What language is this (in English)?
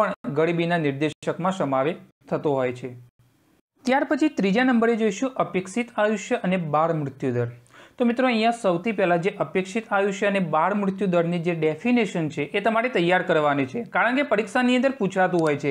Gujarati